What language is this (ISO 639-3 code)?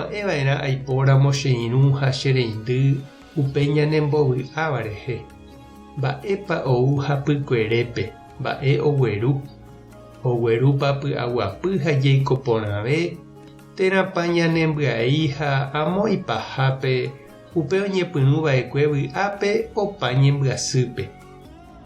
grn